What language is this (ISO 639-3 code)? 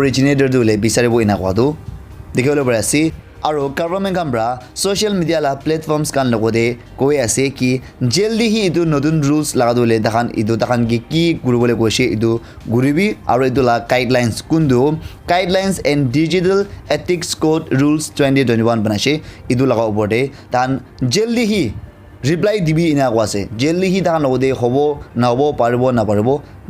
nag